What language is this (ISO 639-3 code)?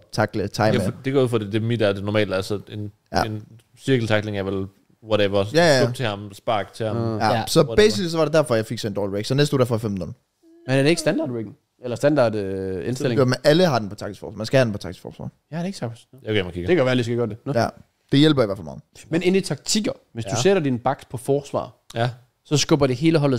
dan